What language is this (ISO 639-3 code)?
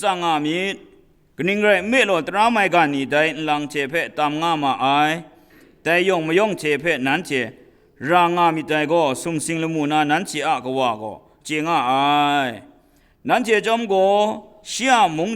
kac